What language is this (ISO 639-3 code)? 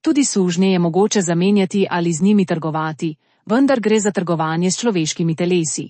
slv